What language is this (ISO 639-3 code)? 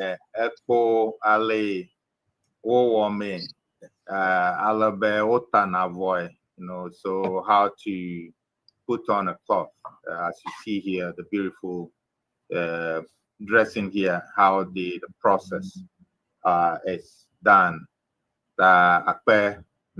ewe